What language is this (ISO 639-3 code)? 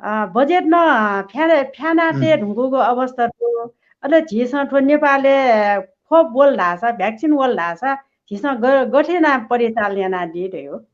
new